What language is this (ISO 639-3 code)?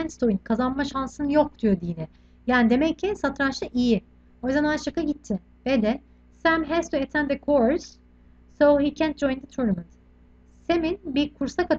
tur